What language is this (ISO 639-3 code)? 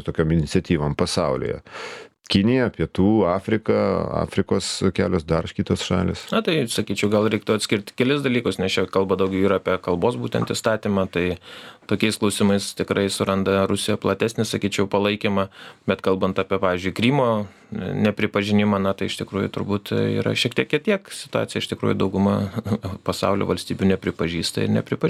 lit